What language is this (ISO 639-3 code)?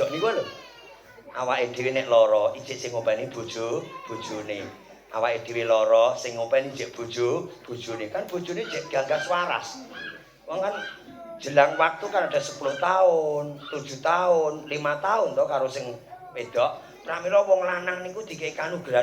jav